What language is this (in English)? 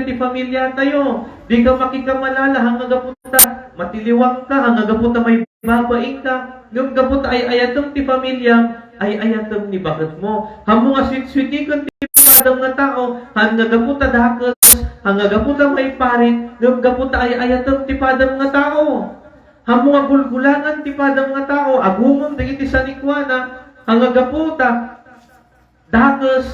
Iloko